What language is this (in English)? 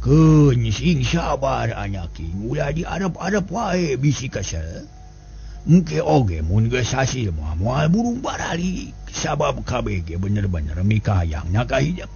Sundanese